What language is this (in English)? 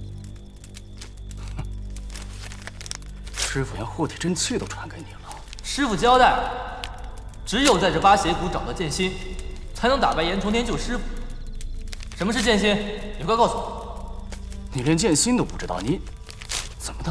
Chinese